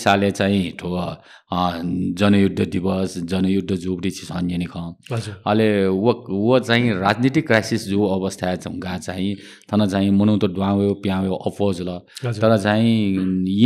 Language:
Newari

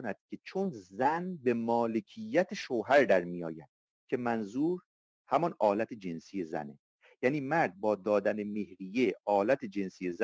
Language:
Persian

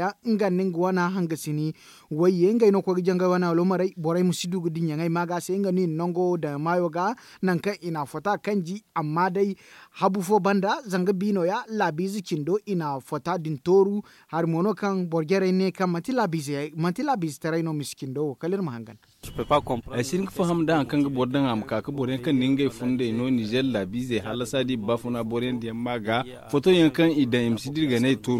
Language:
Zarma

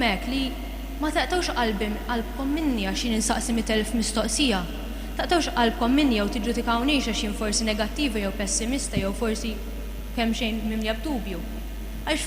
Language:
Maltese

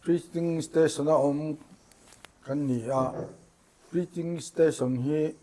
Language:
Mizo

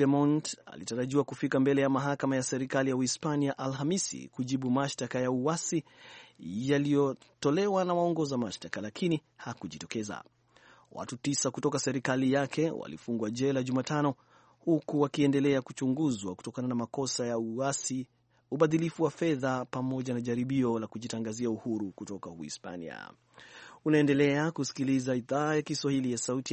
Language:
Swahili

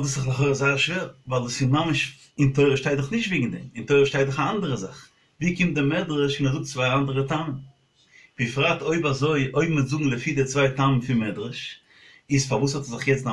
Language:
Yiddish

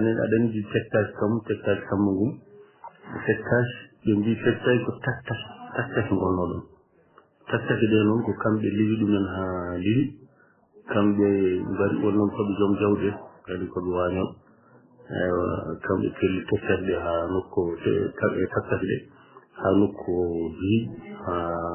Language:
Fula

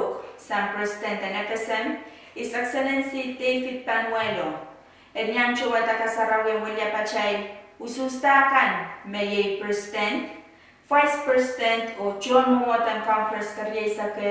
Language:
Pohnpeian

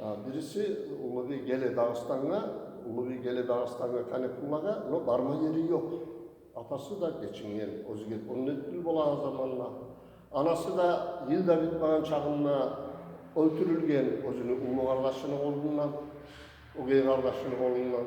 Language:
Kumyk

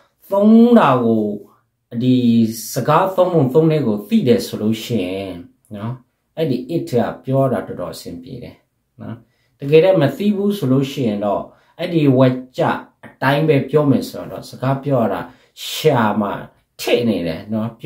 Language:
Burmese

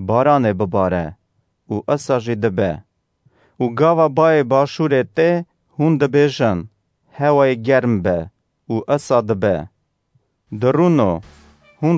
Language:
Kurdish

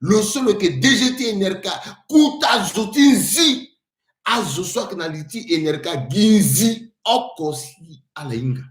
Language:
Sango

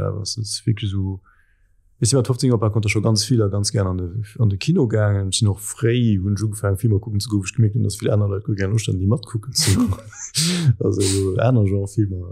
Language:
Luxembourgish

